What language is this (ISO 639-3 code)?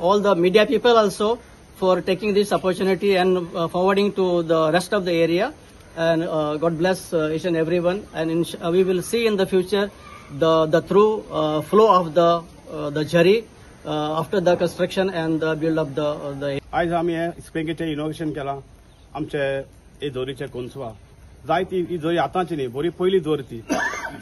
kok